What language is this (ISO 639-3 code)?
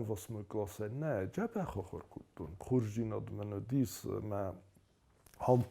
oss